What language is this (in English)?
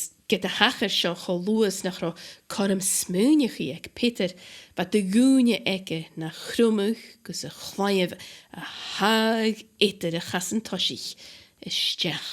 Scottish Gaelic